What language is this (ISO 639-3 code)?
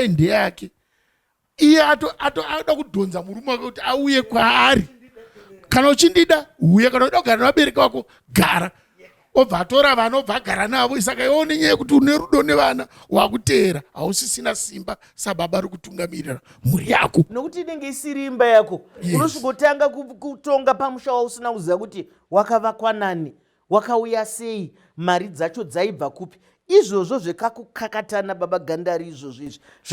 sna